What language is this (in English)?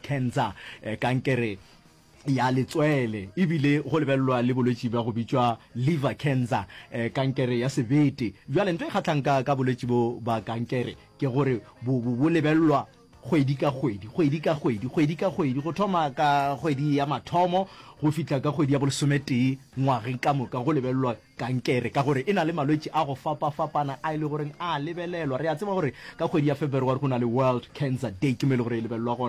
Northern Sotho